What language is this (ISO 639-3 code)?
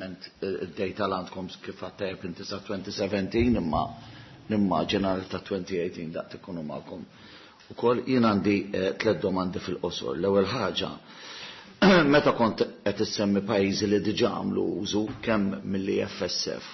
mlt